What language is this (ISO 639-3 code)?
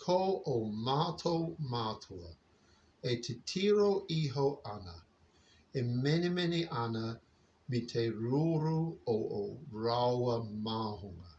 mri